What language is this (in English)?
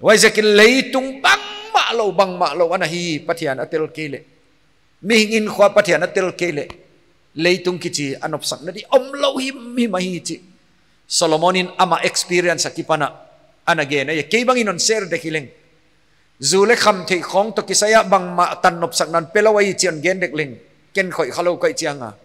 Paite Chin